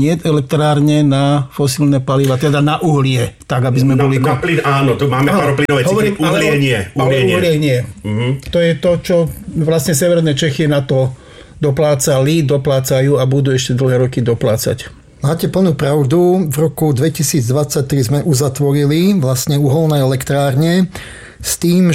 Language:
Slovak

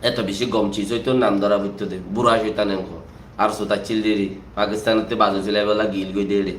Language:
Rohingya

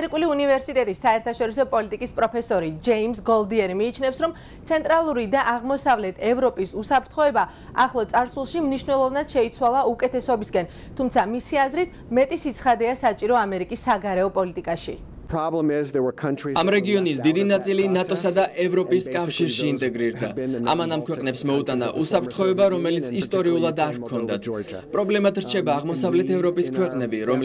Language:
Georgian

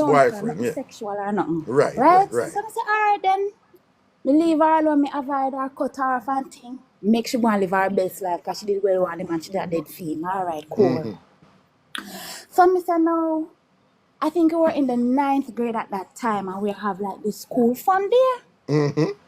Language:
Jamaican Creole English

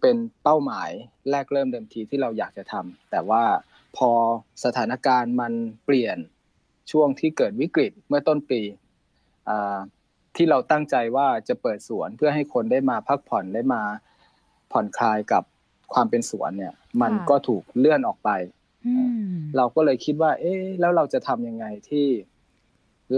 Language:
Thai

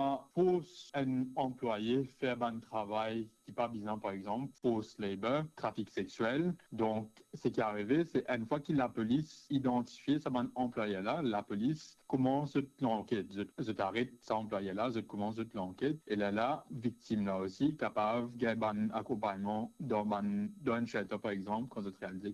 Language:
Morisyen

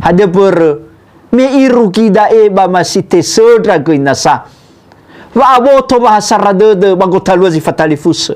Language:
Nias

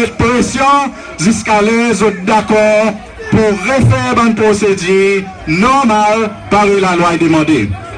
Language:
Seselwa Creole French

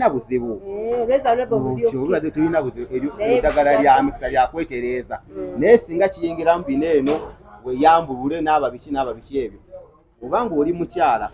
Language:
Ganda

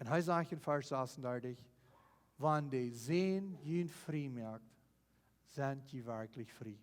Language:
Plautdietsch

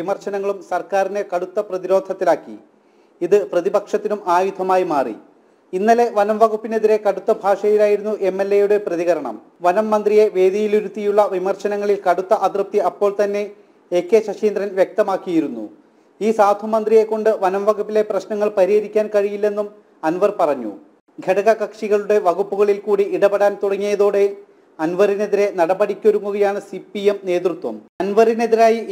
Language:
Malayalam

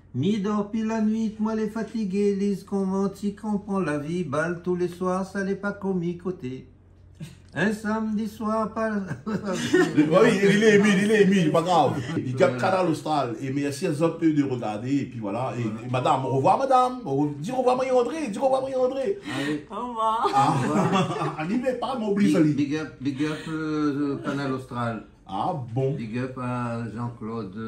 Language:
Réunion Creole French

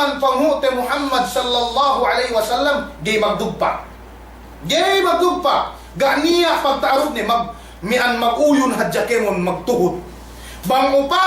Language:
Yakan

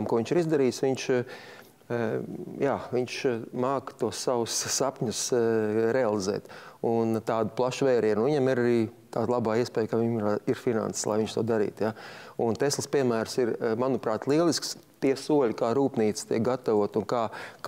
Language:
Latvian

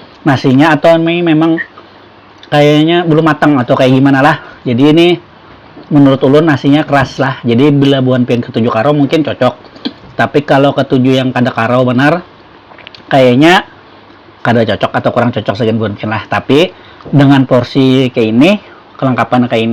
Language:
Banjar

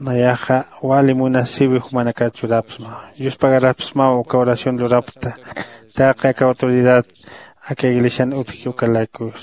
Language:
Aymara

